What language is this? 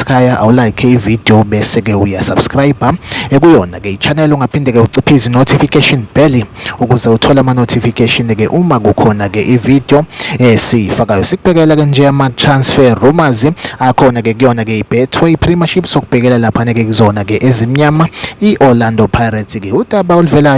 Zulu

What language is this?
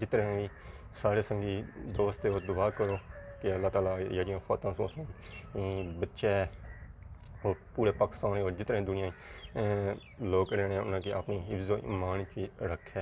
Pahari-Potwari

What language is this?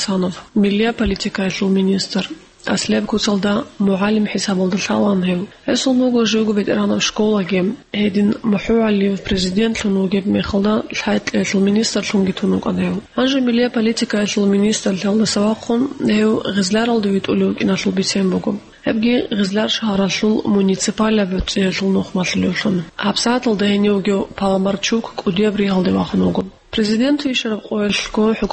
Avaric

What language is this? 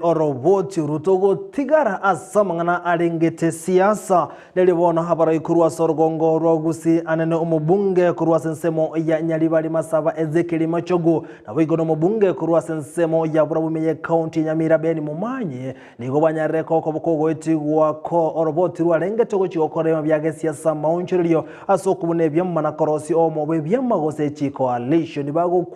Gusii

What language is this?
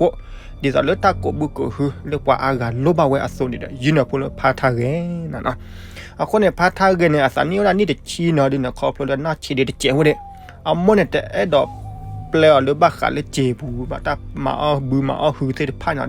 S'gaw Karen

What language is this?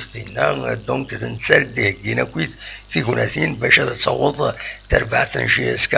Kabyle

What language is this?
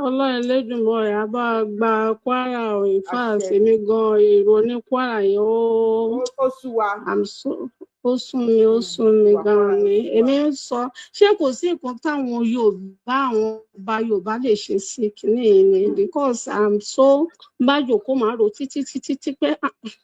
Yoruba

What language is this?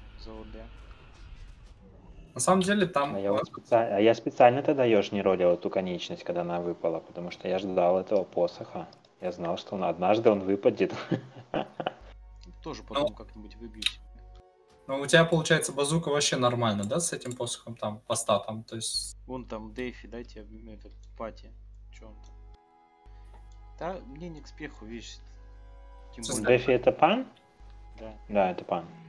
Russian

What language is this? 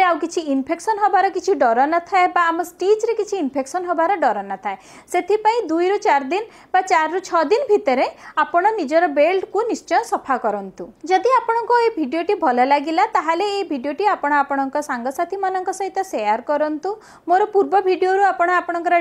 Odia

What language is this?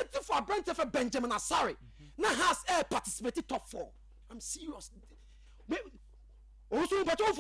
Akan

